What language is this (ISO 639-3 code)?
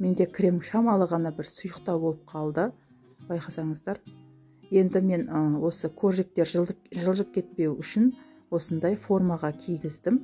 kaz